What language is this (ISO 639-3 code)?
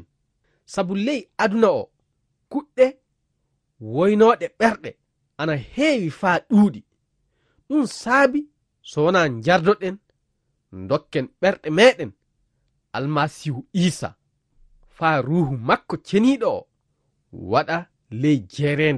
ful